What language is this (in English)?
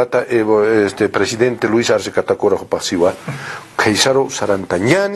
Aymara